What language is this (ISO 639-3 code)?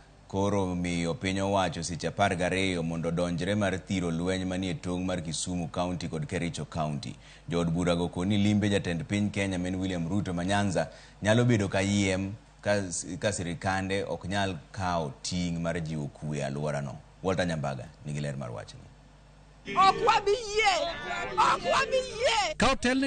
luo